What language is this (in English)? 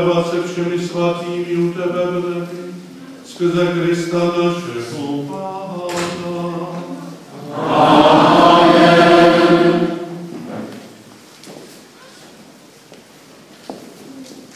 Czech